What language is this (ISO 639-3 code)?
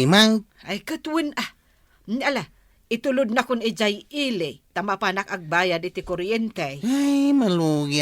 ilo